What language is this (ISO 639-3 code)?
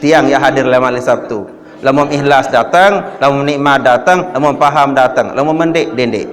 sas